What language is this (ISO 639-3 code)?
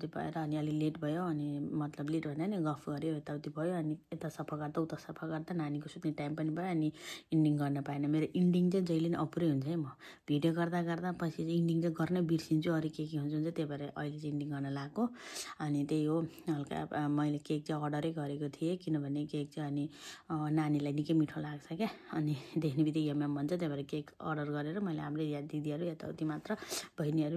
nep